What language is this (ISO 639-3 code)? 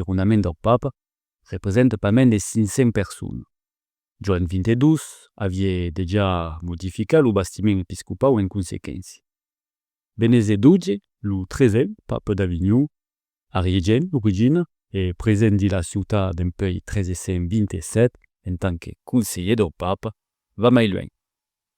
oci